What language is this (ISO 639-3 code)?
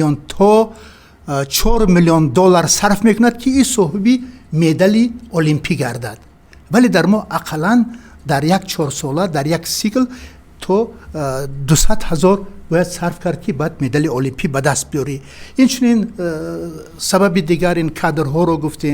tgk